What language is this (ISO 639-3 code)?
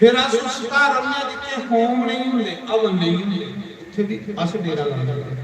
doi